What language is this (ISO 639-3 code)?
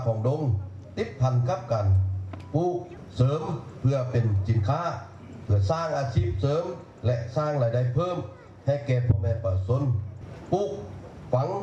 lao